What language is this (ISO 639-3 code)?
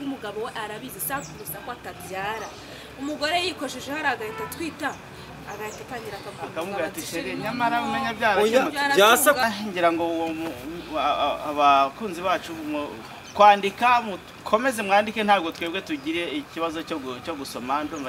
kin